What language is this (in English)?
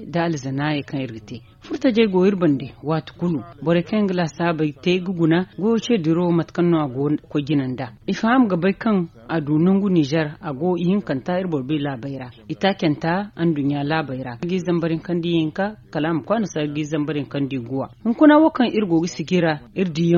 Zarma